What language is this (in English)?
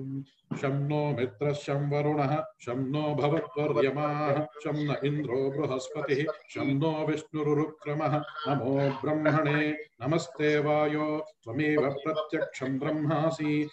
Sanskrit